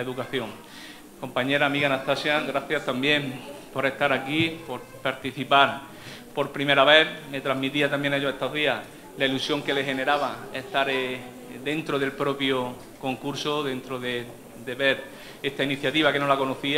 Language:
Spanish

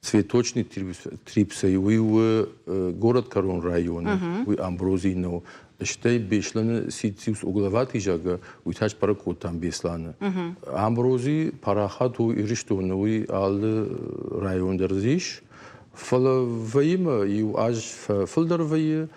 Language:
Ossetic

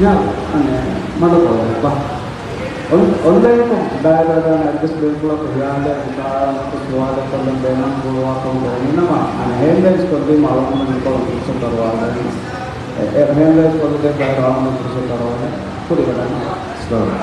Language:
Divehi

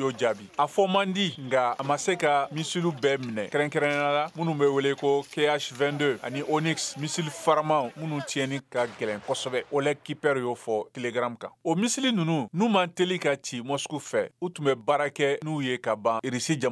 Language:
Bambara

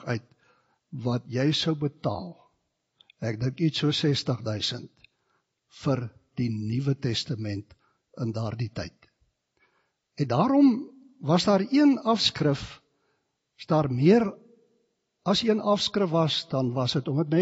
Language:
Afrikaans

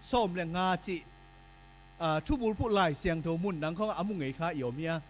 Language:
Tedim Chin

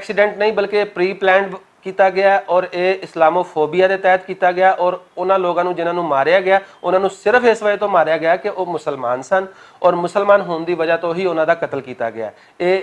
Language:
Western Panjabi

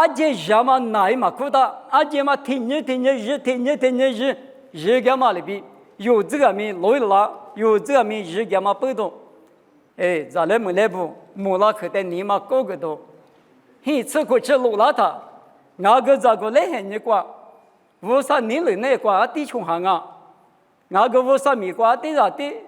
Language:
Lisu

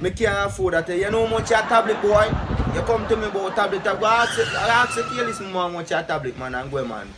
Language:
Jamaican Creole English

